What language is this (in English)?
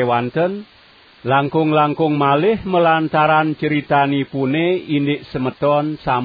Balinese